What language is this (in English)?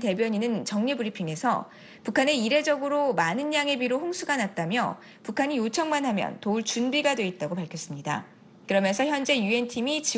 Korean